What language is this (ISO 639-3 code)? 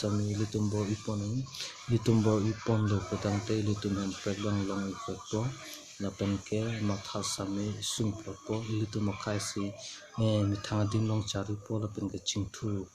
mjw